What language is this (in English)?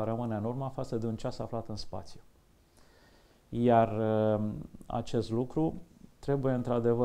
Romanian